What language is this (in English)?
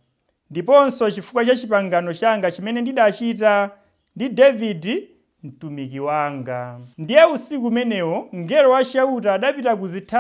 Nyanja